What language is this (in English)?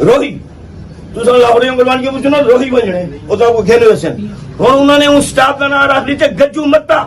Saraiki